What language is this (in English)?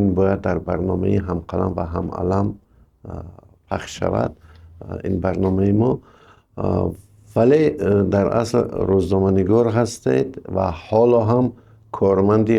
Tajik